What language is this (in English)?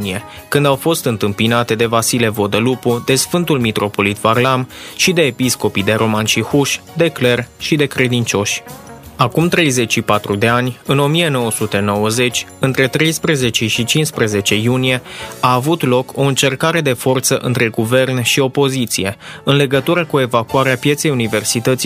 Romanian